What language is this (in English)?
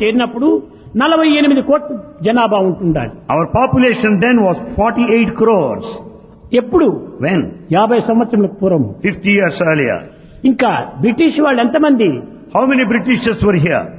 Telugu